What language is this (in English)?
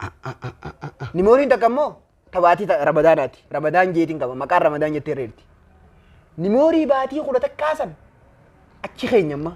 Oromo